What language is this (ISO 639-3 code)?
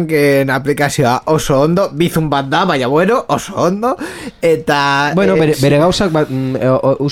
eus